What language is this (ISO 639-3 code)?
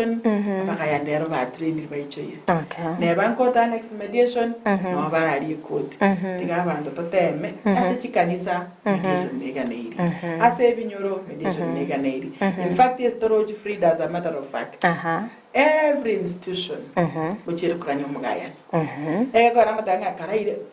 guz